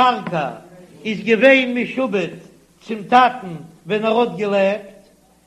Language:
Yiddish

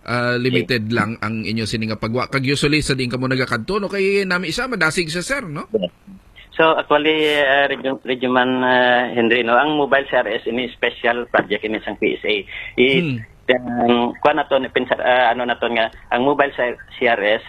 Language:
Hiligaynon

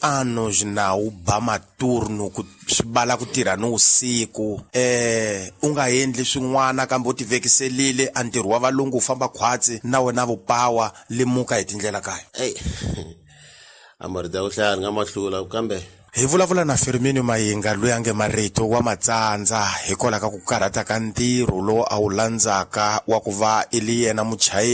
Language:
Tsonga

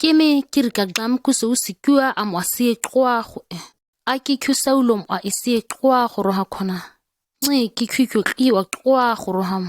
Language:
ǁGana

